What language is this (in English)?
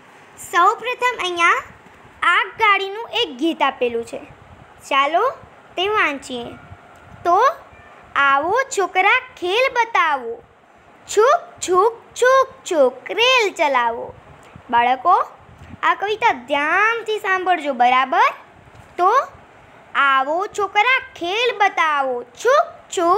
Gujarati